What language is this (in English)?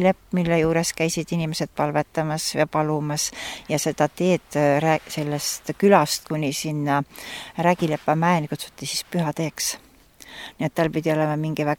Estonian